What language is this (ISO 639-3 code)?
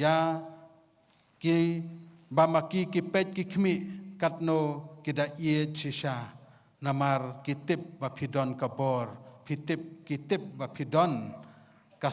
kha